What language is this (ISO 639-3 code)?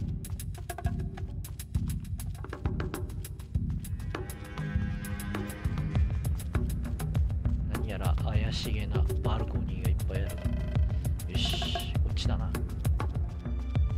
jpn